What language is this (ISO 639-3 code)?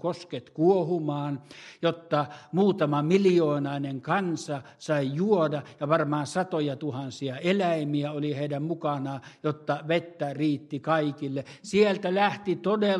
fin